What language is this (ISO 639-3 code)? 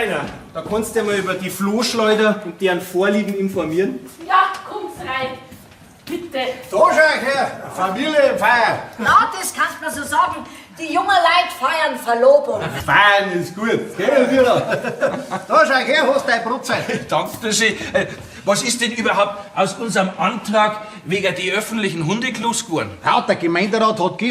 bar